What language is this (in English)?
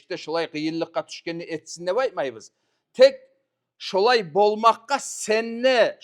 Kumyk